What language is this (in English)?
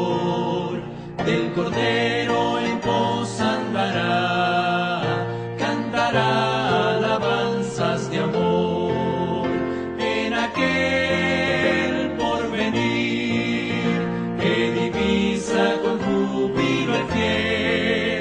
Spanish